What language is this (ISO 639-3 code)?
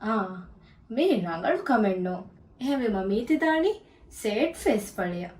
div